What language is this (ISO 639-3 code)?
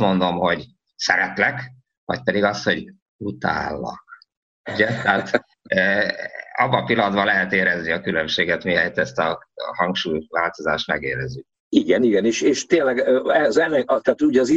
hun